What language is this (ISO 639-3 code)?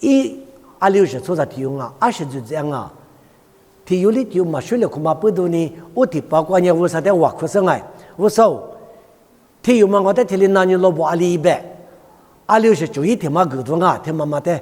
lis